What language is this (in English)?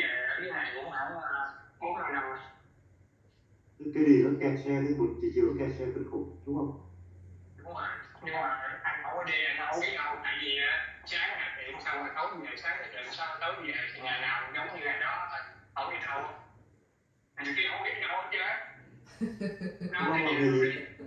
Vietnamese